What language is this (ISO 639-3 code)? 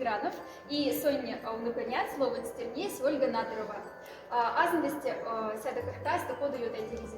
mdf